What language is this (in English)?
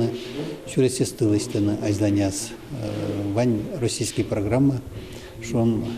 Udmurt